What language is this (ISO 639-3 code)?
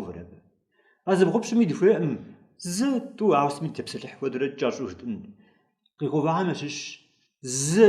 kbd